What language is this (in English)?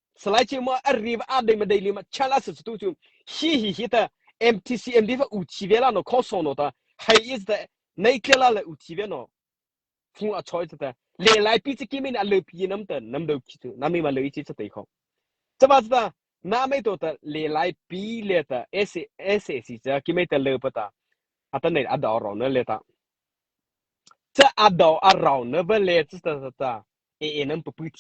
Mara Chin